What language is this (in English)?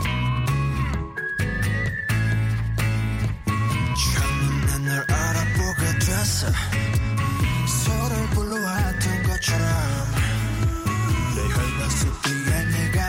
Korean